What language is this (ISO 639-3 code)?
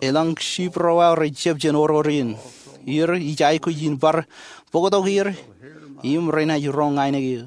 mah